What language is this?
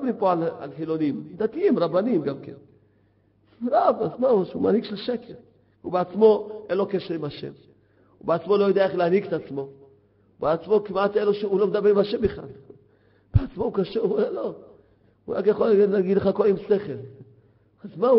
Hebrew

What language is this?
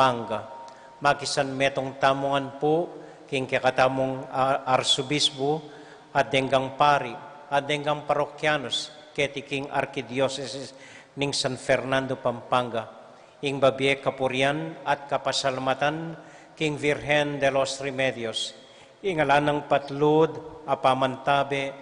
Pampanga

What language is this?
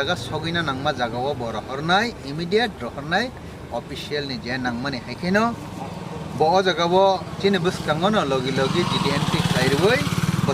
Kok Borok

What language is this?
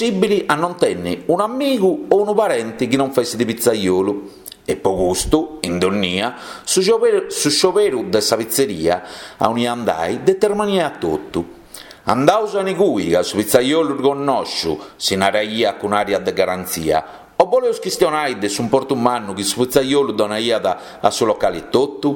Sardinian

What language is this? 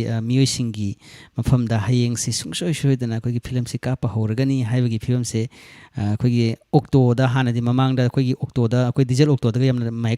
Manipuri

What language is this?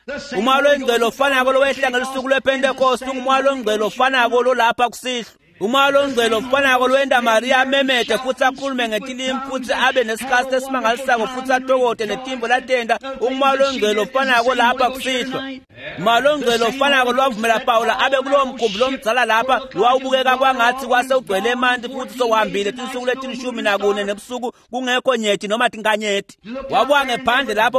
Swati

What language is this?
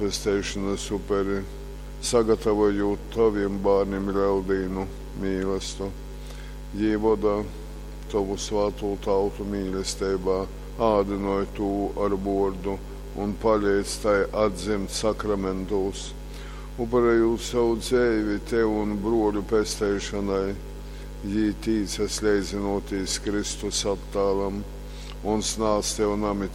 Latgalian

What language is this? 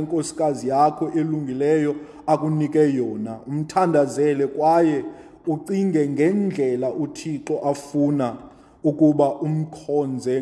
Xhosa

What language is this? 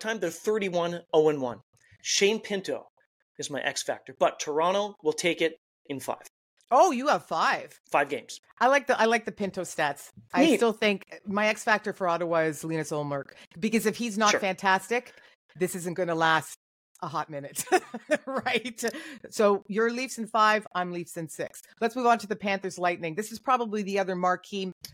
English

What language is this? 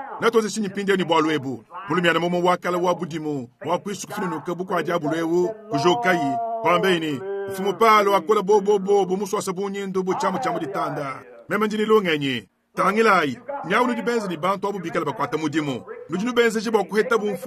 Luba-Lulua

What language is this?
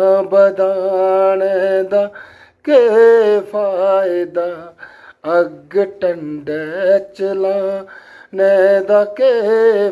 Dogri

